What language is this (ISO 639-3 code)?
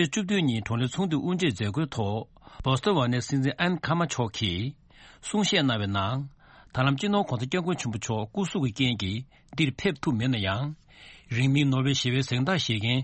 bod